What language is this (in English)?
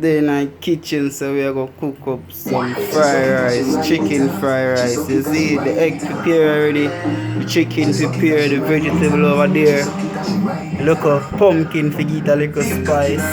Jamaican Creole English